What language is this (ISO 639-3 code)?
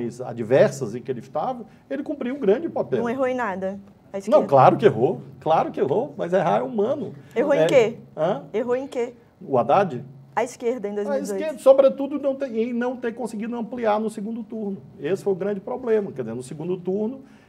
por